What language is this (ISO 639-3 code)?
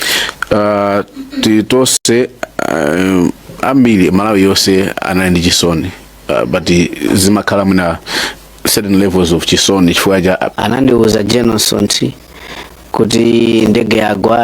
nya